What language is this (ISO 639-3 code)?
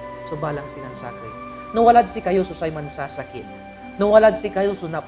pag